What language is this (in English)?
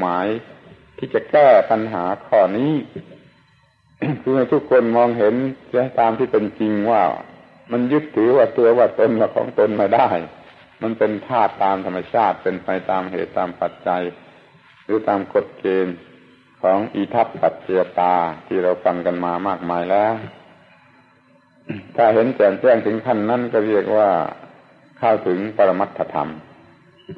Thai